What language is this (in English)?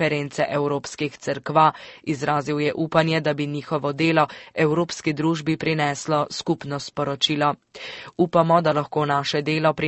Slovenian